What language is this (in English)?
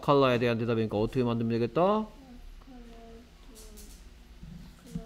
Korean